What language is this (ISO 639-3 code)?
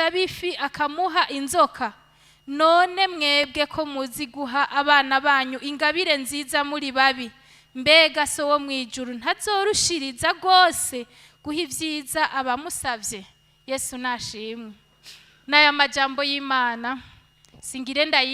run